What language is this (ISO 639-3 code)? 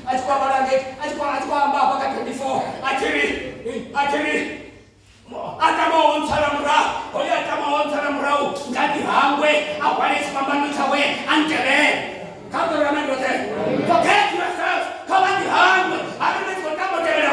ven